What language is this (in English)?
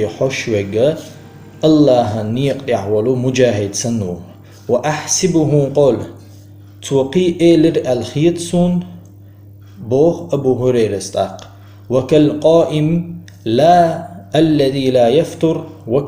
Chechen